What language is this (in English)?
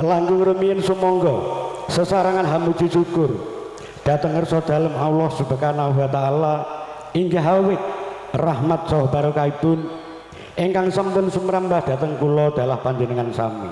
Javanese